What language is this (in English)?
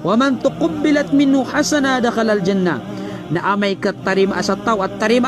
Maranao